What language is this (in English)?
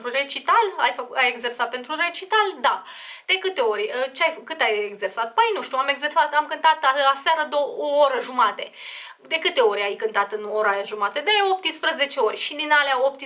Romanian